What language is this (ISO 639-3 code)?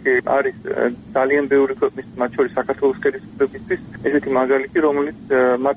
kat